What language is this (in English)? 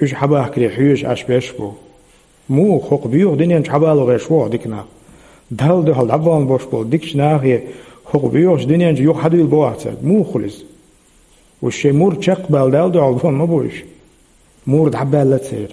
Chechen